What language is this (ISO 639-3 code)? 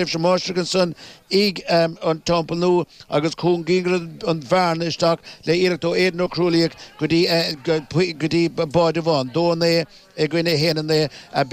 gle